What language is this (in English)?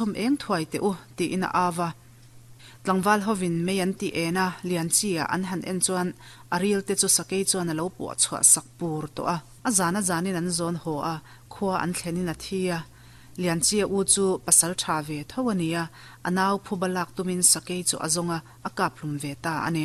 Mizo